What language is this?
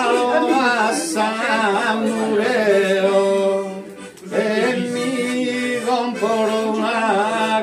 Sardinian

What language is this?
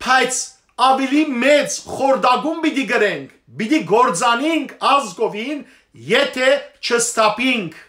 Western Armenian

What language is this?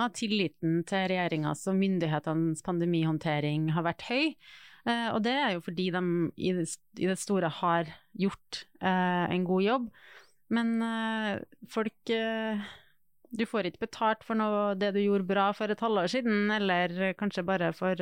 Norwegian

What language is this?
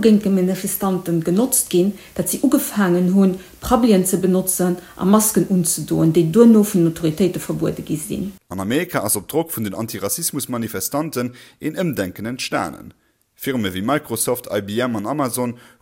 Luxembourgish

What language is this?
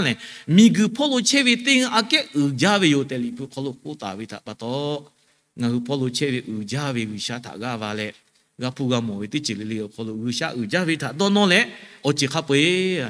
Lahu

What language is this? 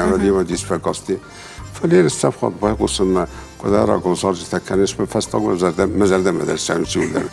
Ossetic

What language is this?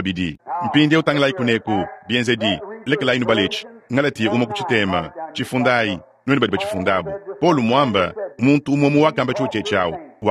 Luba-Lulua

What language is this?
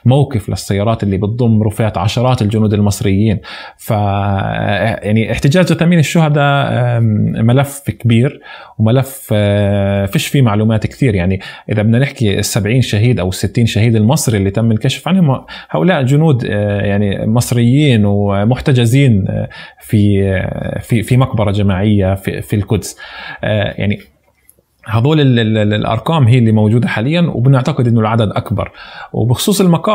North Levantine Arabic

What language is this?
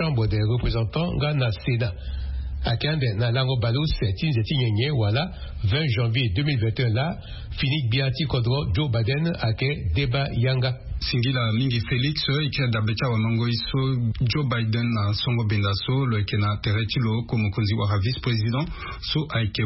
Sango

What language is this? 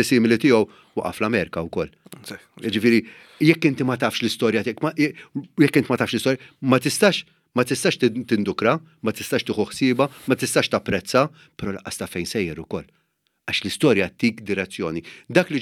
Maltese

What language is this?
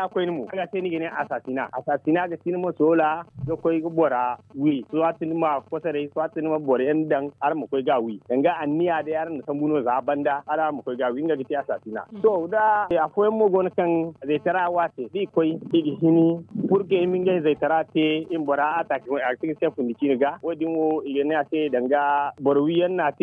Zarma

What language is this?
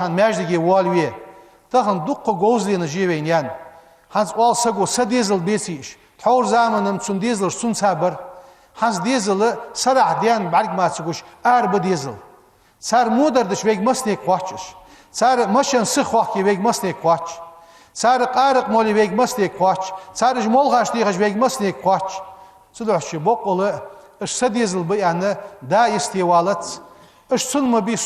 Ingush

